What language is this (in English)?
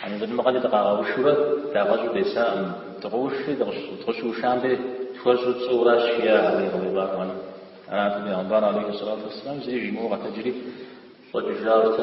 Kabardian